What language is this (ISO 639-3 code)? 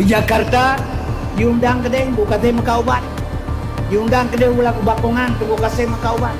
ace